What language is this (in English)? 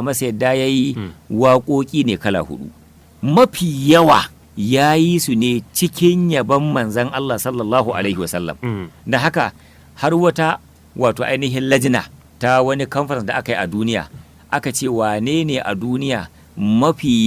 Hausa